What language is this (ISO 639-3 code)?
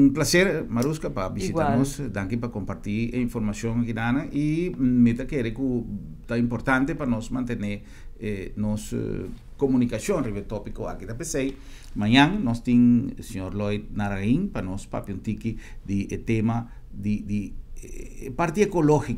pap